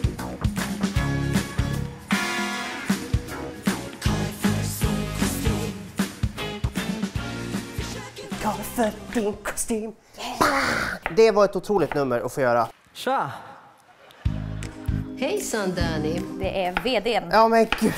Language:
Swedish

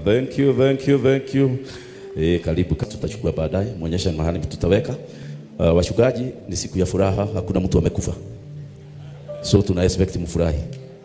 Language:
Kikuyu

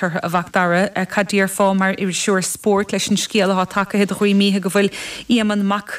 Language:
Irish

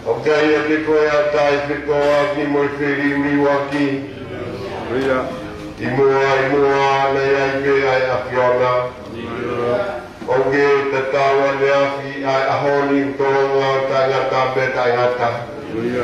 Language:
Tongan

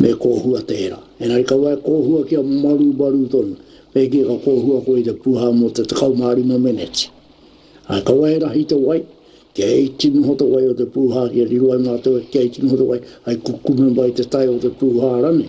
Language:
Māori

